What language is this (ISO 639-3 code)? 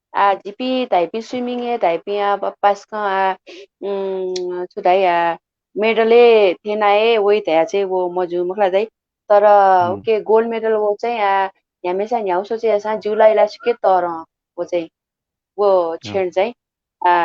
new